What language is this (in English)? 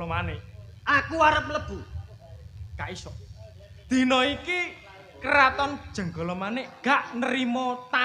Javanese